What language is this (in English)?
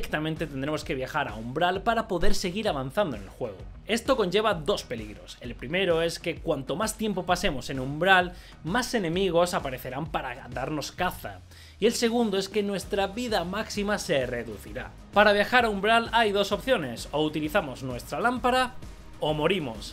Spanish